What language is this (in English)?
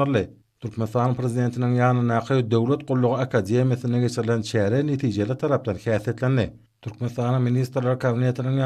Turkmen